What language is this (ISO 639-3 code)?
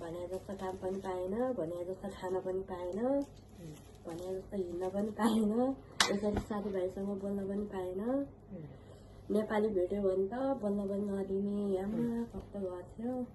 nep